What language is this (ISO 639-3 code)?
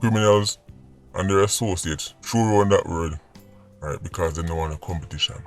jam